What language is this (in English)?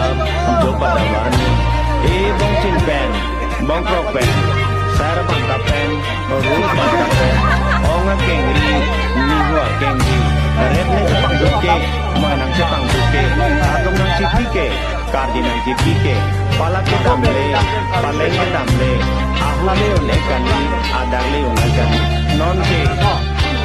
Karbi